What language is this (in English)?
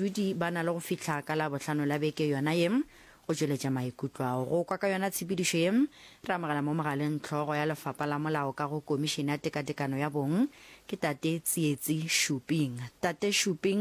Northern Sotho